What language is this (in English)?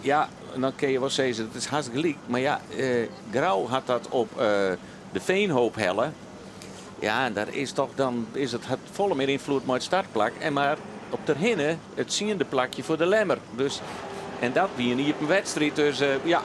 Western Frisian